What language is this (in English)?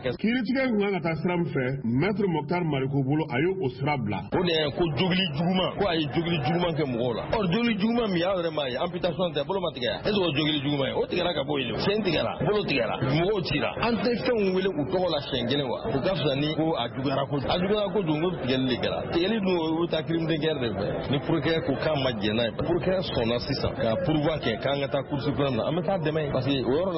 Bambara